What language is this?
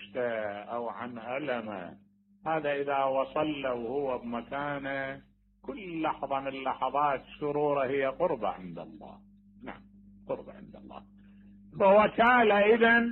Mesopotamian Arabic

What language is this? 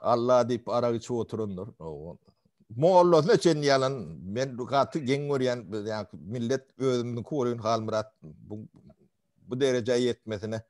Turkmen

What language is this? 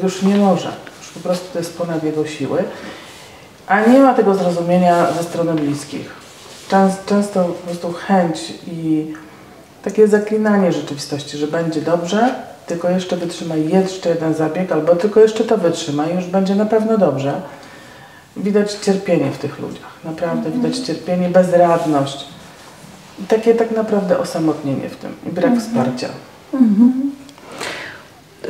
Polish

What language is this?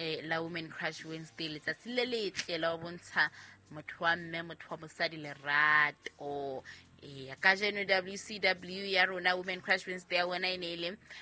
Southern Sotho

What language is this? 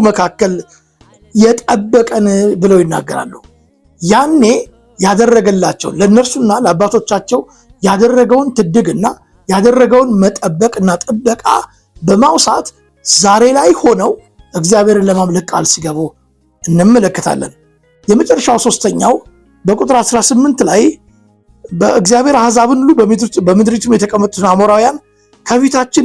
Amharic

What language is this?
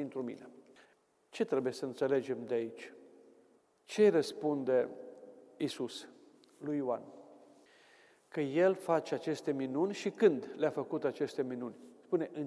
Romanian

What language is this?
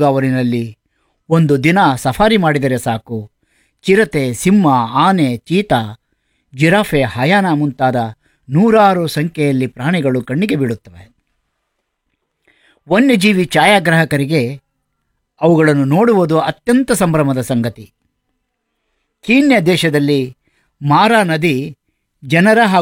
Kannada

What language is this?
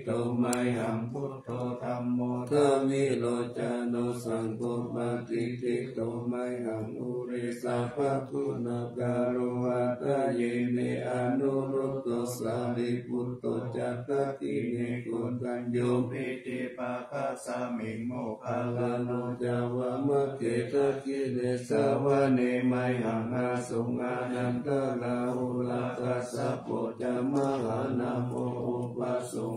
Pali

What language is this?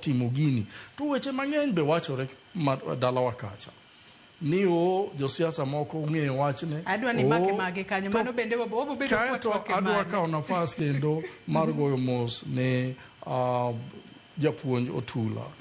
Luo (Kenya and Tanzania)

